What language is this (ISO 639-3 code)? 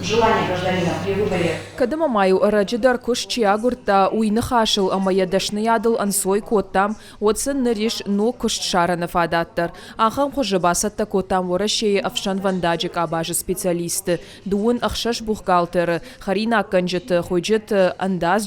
oss